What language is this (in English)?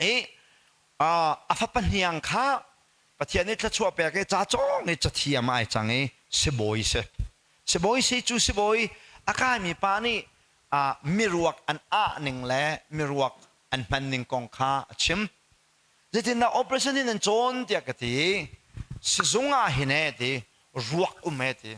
Hakha Chin